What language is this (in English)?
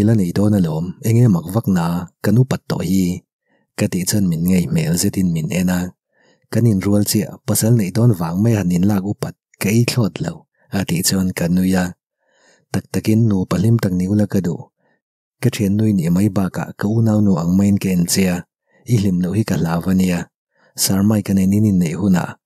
Mizo